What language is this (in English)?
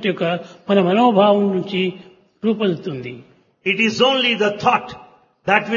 Telugu